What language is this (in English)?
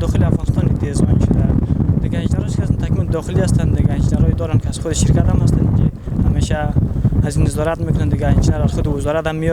Hazaragi